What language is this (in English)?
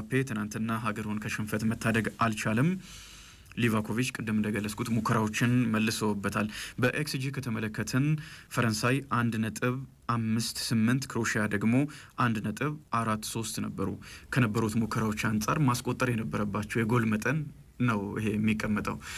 Amharic